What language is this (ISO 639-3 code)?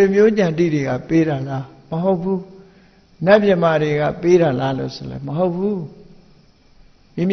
mya